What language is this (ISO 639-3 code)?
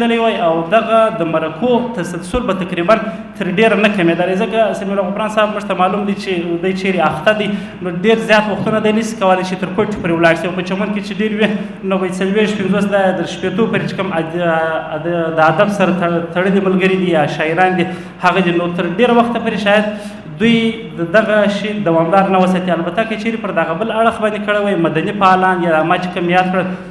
pus